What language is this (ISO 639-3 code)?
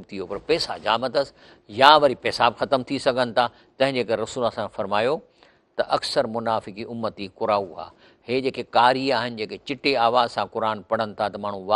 snd